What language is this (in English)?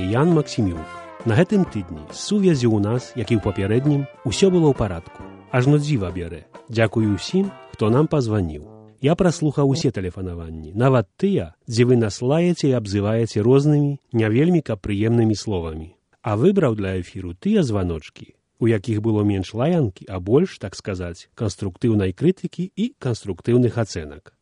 Belarusian